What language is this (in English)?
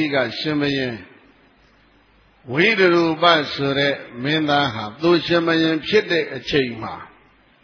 Burmese